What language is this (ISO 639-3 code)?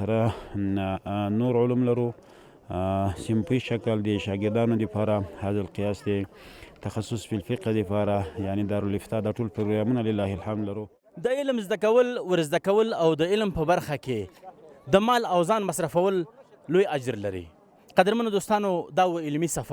pus